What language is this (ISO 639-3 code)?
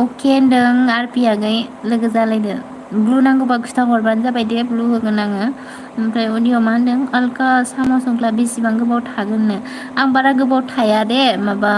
brx